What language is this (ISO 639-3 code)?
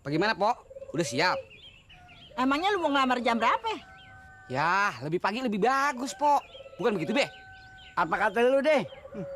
bew